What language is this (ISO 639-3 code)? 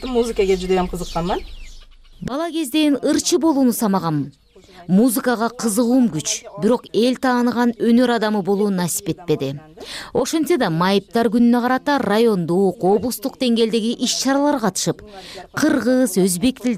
kir